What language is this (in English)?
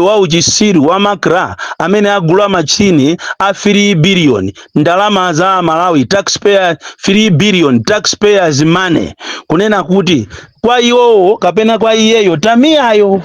Nyanja